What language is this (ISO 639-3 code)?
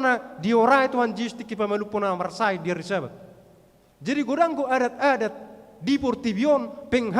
bbc